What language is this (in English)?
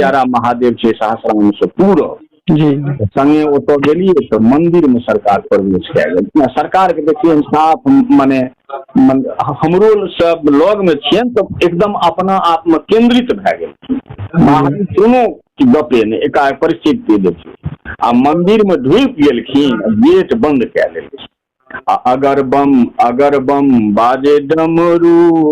Maithili